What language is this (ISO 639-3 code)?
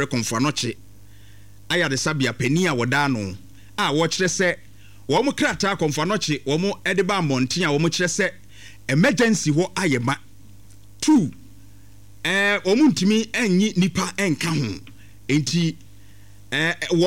aka